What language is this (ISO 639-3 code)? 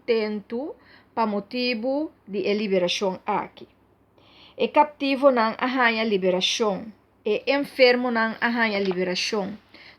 pap